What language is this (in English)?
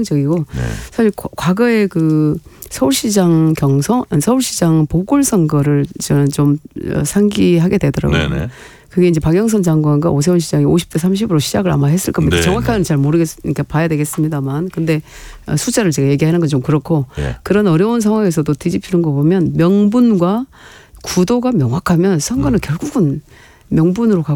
Korean